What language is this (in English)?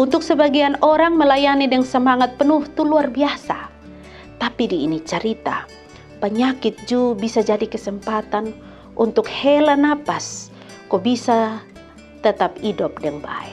Kupang Malay